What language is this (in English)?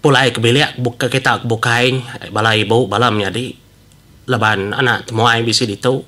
Iban